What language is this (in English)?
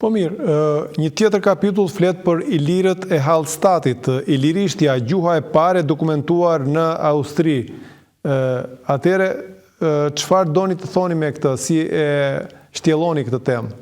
Albanian